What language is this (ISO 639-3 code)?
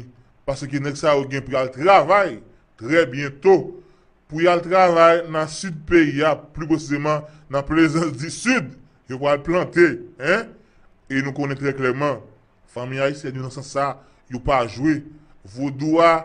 hat